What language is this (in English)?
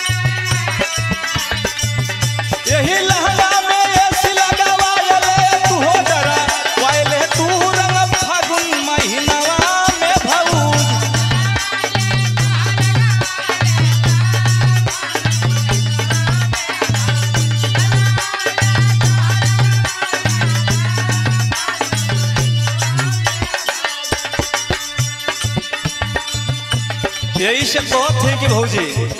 Bhojpuri